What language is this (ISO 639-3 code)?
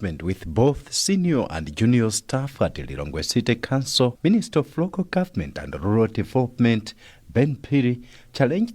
eng